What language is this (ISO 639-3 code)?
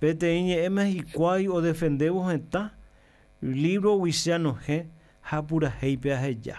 grn